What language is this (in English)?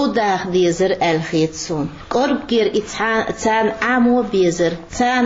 Chechen